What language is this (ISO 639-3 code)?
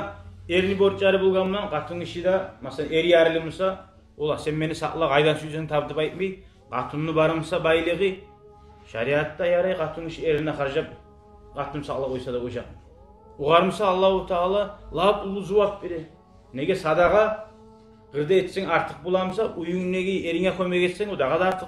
kum